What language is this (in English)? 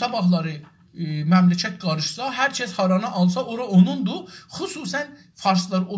South Azerbaijani